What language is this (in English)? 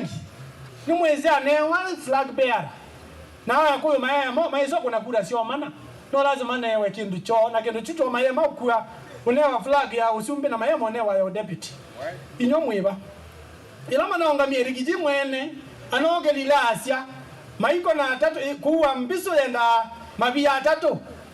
Kamba